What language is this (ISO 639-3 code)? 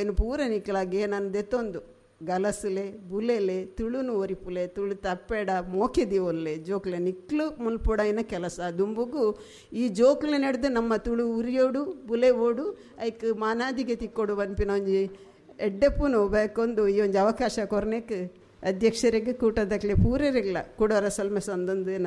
tcy